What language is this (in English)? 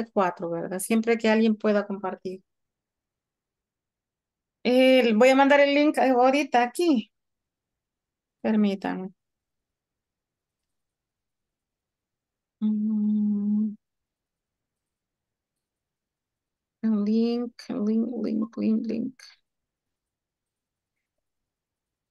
Spanish